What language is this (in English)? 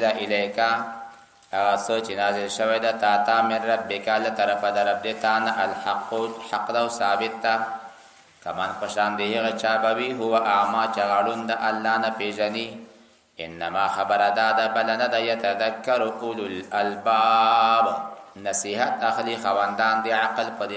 Pashto